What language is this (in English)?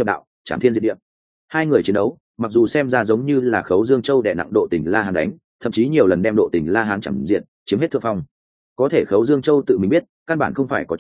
Vietnamese